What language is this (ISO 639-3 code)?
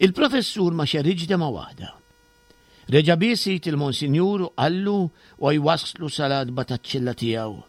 mlt